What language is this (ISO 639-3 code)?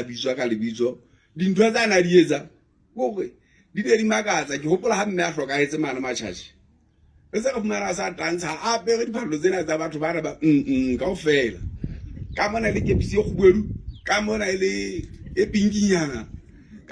sot